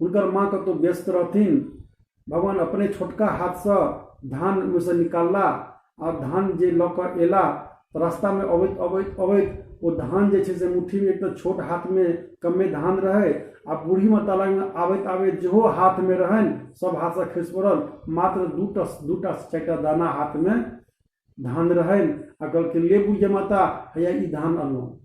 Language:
Maithili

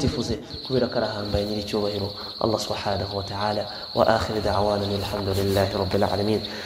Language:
Kinyarwanda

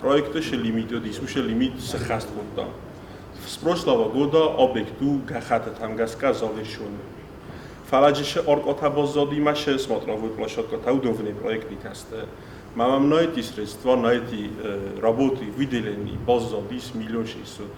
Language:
Ossetic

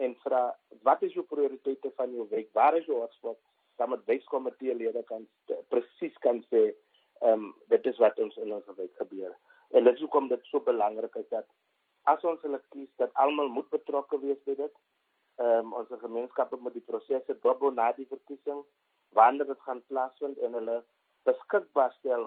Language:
Afrikaans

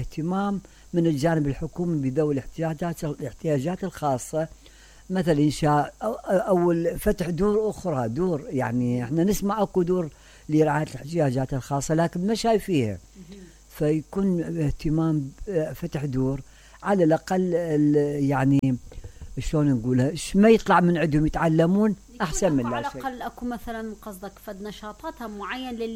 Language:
Mesopotamian Arabic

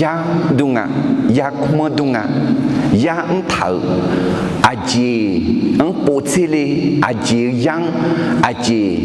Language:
Akha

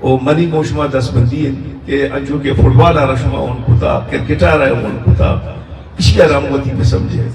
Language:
Eastern Balochi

